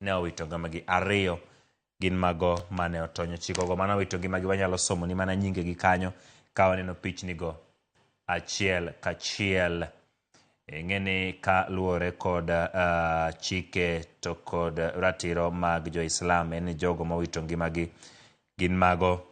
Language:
Luo (Kenya and Tanzania)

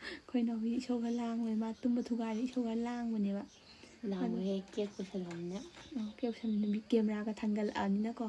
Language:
Manipuri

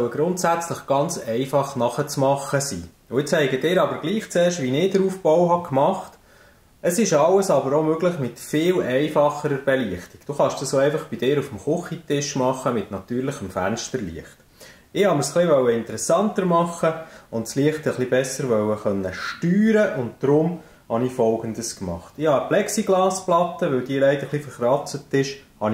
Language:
Swiss German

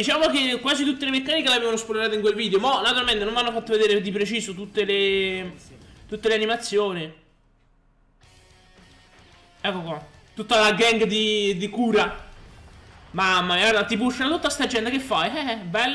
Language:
Italian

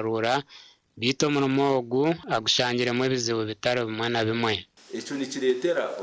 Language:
Nyankole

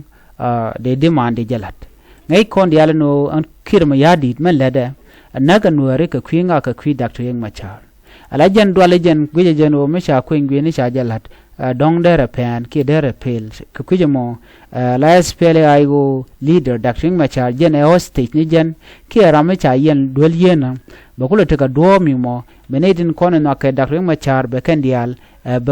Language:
Nuer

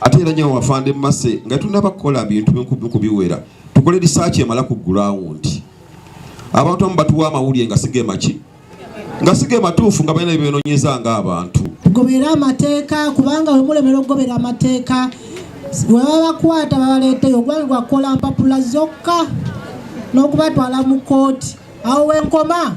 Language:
Ganda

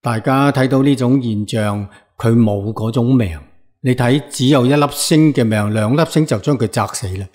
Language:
Cantonese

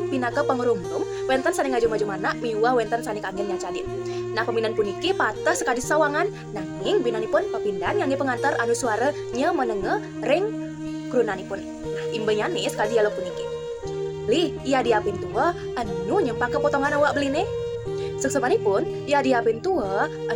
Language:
Balinese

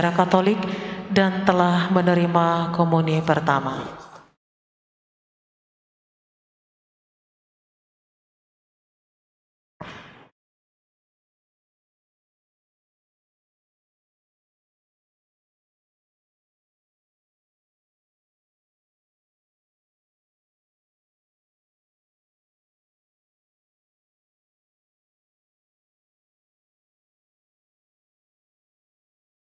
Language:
Indonesian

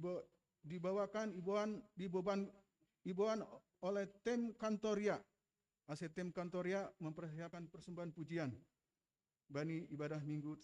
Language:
Batak Simalungun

